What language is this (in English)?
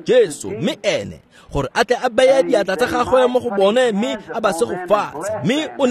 Tswana